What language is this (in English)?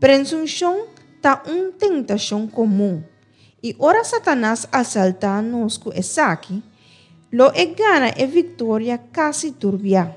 Papiamento